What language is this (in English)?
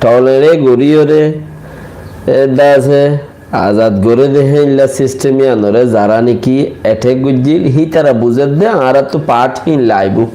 Rohingya